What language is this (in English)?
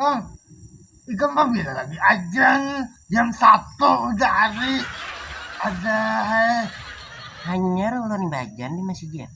Banjar